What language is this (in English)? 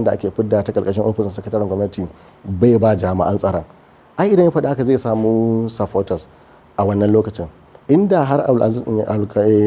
Hausa